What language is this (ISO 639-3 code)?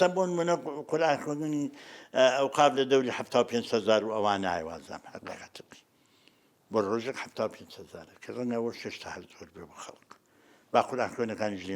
ckb